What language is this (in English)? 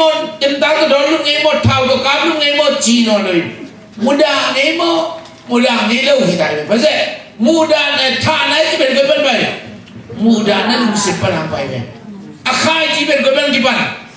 Tedim Chin